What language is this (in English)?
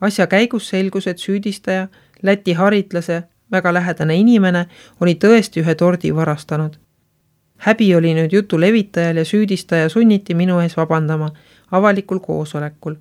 Estonian